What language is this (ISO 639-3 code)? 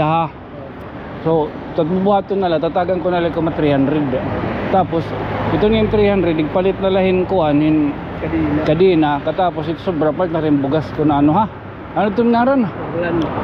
war